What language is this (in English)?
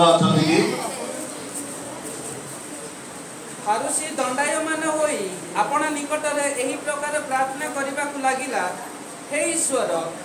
Odia